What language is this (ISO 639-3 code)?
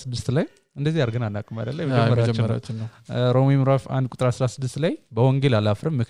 amh